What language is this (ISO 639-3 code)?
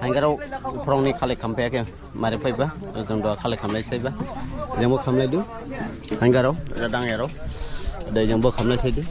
dis